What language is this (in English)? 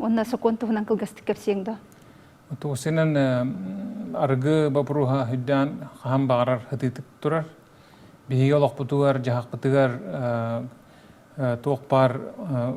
Yakut